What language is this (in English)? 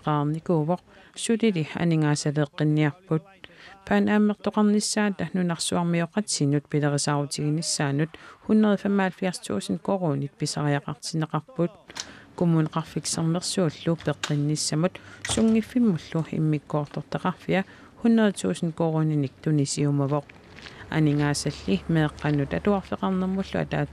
Kalaallisut